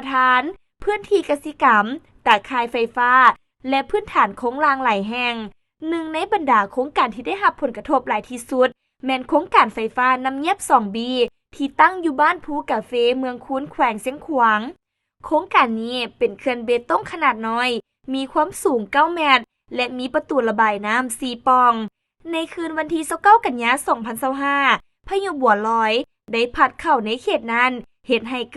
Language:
Lao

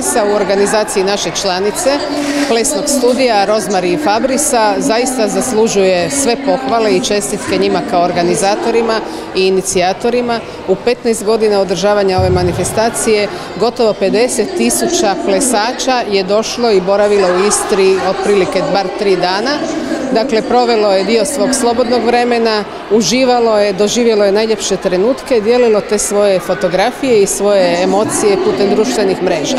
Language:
Croatian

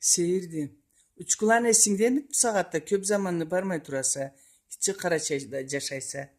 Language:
Karachay-Balkar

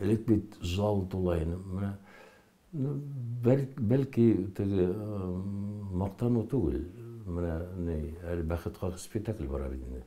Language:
Bashkir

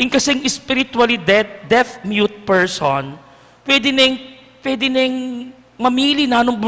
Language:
Pampanga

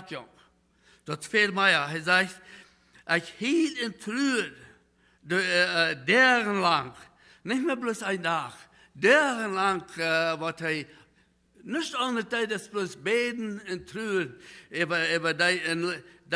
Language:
Plautdietsch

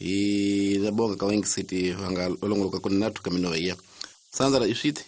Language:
Tsonga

